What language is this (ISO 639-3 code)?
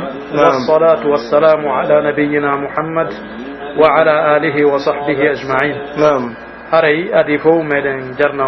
fuf